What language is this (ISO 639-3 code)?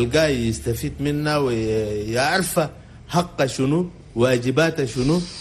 shu